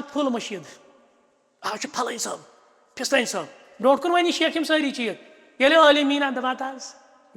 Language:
Kashmiri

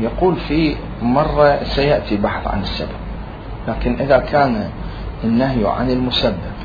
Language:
Mesopotamian Arabic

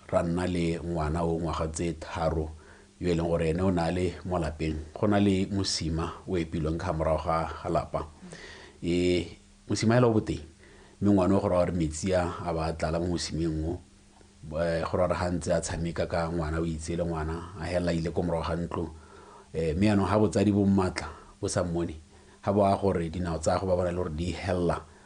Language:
Tswana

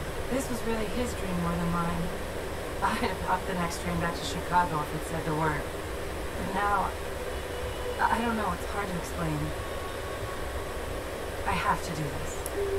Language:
English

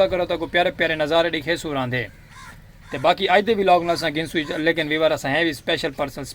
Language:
Saraiki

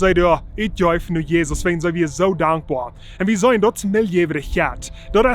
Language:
Plautdietsch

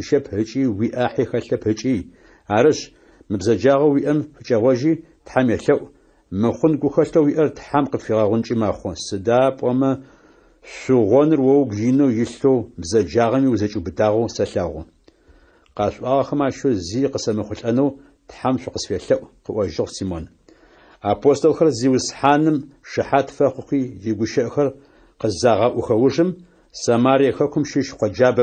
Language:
Adyghe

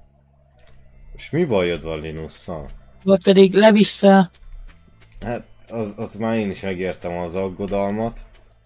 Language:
Hungarian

